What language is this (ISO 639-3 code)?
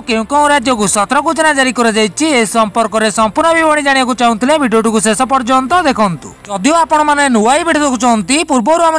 ori